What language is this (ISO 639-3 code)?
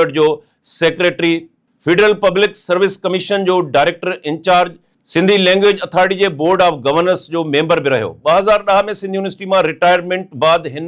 snd